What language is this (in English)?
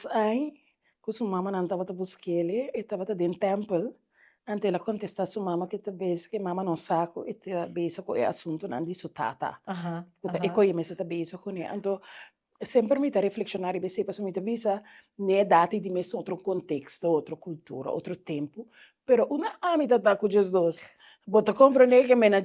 Papiamento